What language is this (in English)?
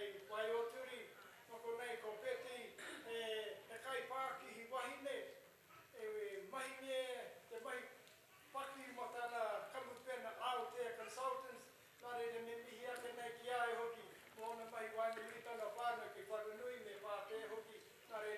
Māori